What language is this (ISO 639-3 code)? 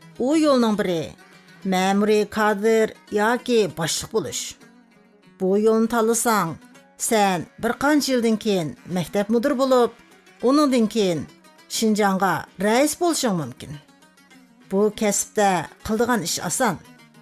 uig